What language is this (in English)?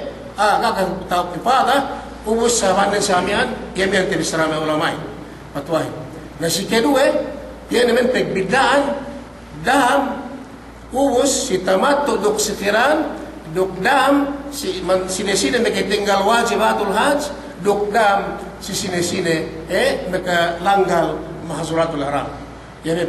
Yakan